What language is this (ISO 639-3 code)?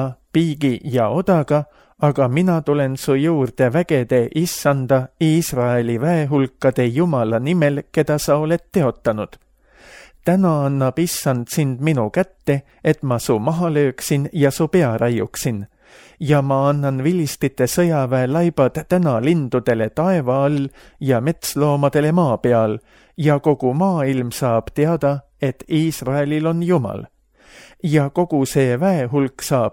est